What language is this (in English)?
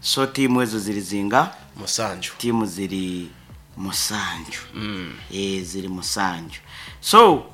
Nyoro